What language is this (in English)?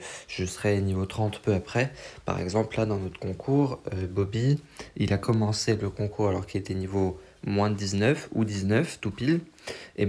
French